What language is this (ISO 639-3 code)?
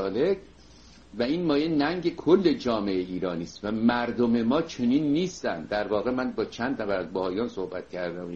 fas